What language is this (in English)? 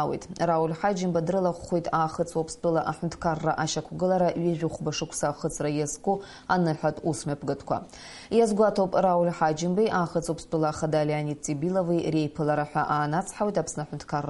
Abkhazian